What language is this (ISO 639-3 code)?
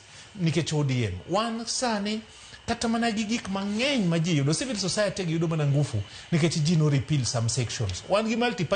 luo